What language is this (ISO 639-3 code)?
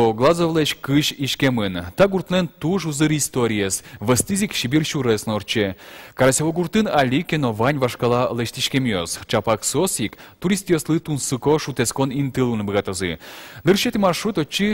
udm